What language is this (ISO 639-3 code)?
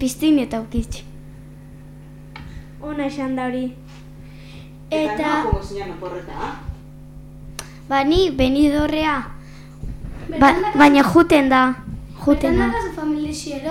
eus